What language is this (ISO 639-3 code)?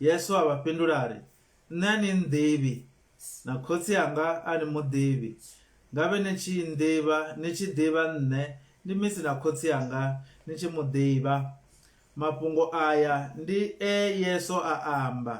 ven